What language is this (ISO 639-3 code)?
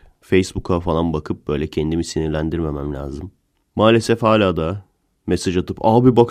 tur